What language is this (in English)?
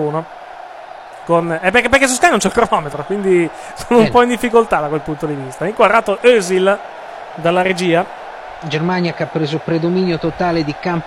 Italian